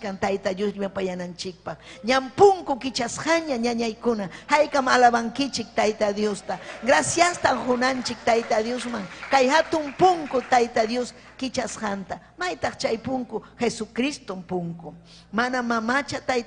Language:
Ayacucho Quechua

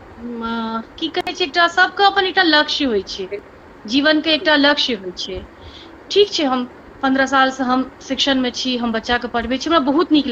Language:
Maithili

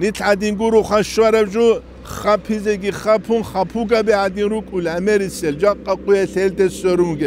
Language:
Avaric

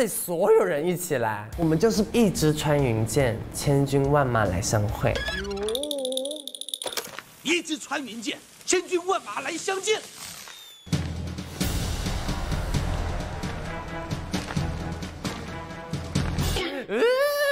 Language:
Chinese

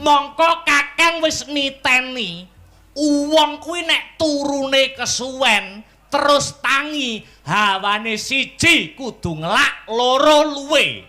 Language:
Javanese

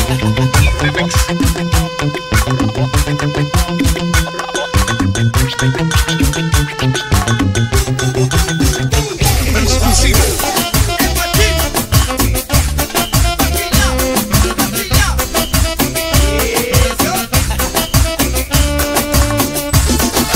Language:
Spanish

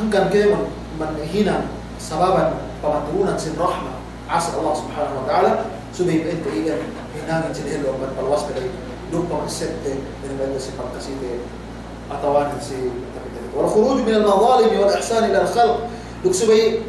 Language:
Yakan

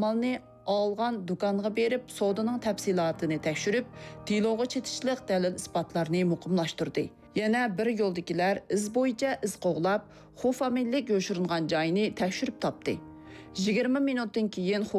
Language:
Uyghur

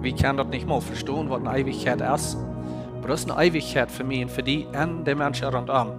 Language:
Plautdietsch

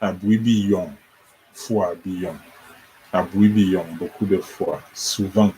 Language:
Ewondo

